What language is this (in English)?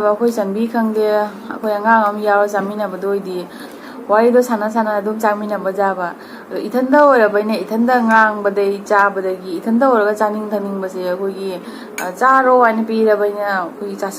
Manipuri